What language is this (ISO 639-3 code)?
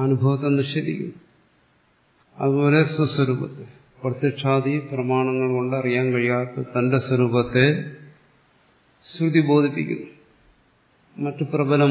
mal